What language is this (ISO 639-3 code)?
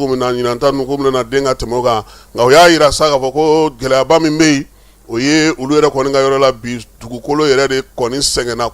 bam